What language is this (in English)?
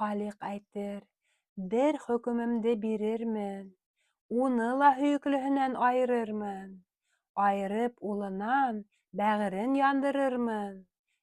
Bashkir